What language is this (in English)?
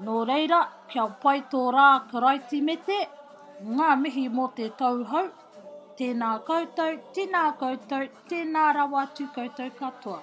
Māori